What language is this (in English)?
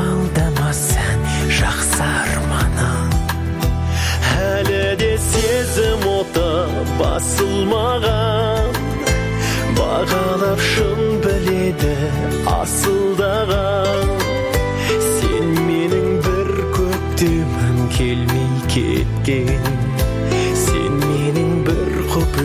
Kazakh